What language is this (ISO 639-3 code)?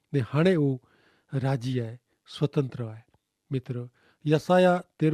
kfr